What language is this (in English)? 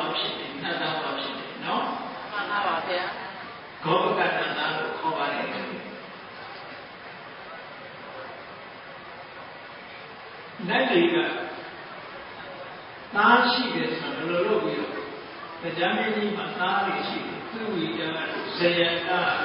Burmese